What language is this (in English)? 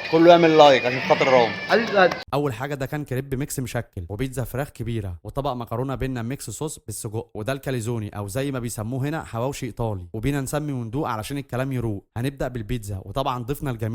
Egyptian Arabic